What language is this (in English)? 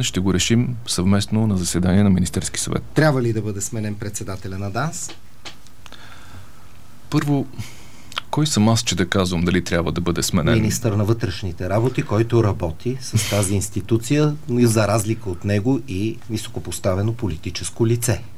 Bulgarian